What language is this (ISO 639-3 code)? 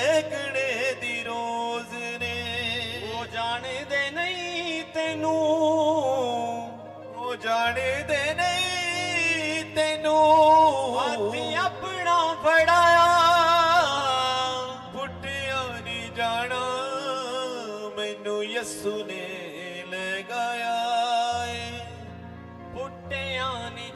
pan